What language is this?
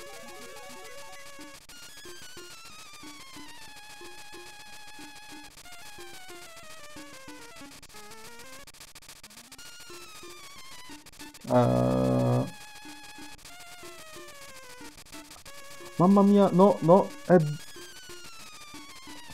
Italian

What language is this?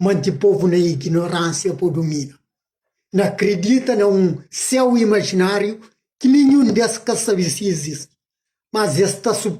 Kabuverdianu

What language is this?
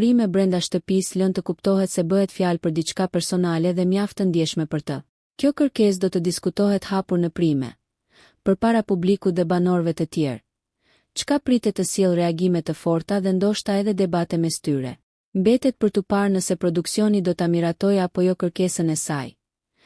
Albanian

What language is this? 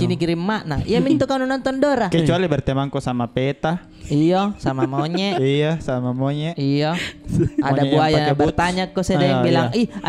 Makassar Malay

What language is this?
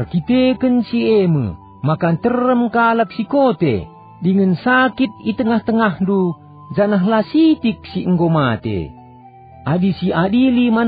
Batak Karo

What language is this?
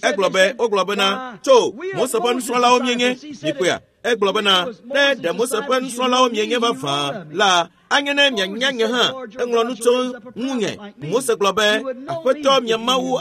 Ewe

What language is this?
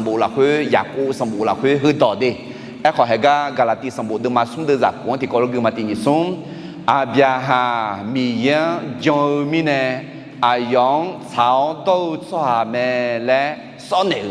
Akha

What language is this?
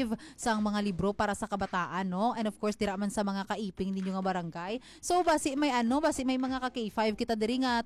Hiligaynon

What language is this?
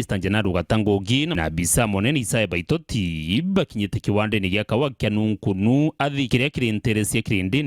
Meru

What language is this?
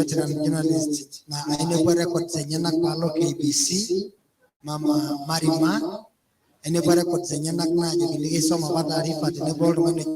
Masai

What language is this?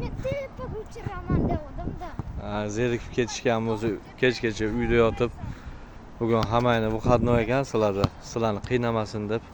Uzbek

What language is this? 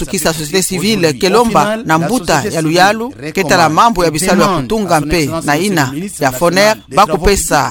Kituba (Democratic Republic of Congo)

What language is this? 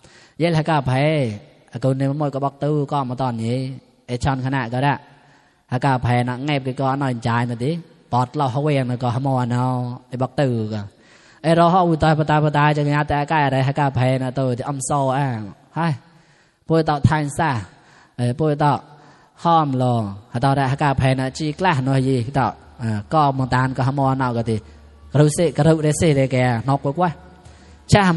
Mon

